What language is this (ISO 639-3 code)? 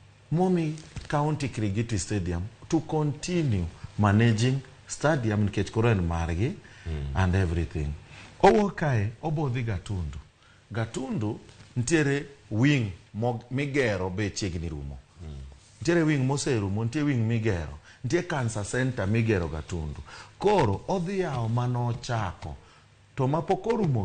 luo